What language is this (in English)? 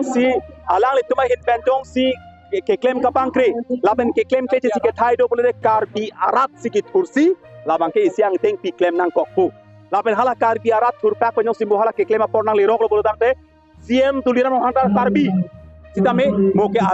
Karbi